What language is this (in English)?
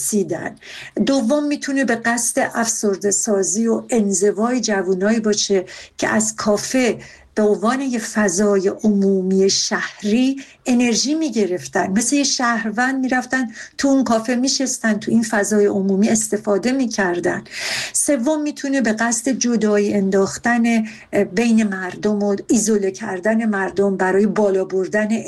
Persian